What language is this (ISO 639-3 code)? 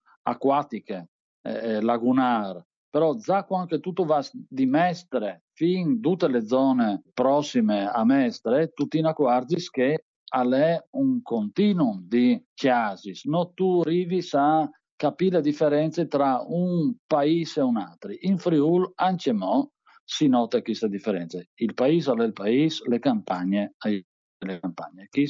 fur